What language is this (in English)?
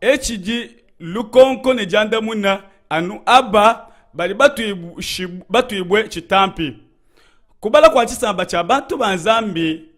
Luba-Lulua